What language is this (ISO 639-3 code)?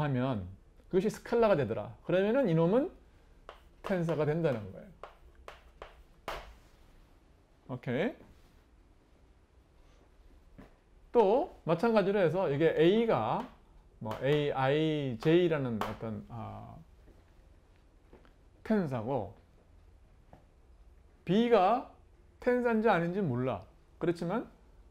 kor